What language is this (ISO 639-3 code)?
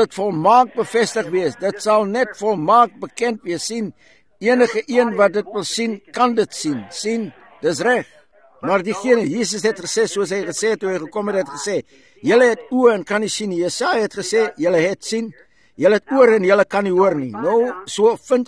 afr